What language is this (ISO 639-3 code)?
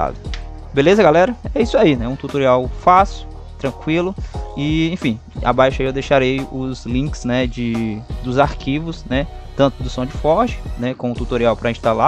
por